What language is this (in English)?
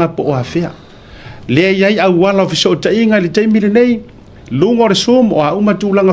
Samoan